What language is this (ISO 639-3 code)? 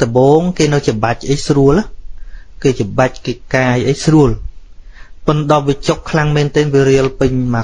khm